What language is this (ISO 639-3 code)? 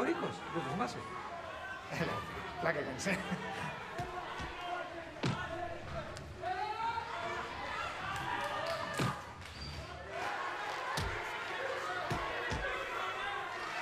ell